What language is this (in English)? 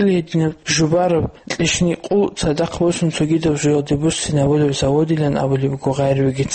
Avaric